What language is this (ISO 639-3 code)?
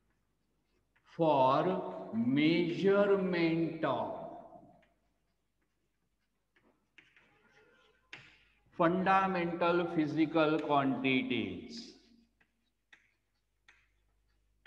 mar